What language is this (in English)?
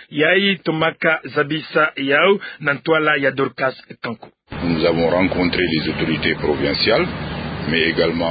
Kituba (Democratic Republic of Congo)